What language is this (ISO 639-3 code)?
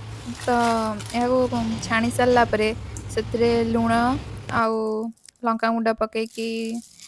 ori